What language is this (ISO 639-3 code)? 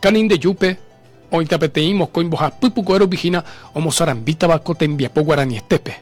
grn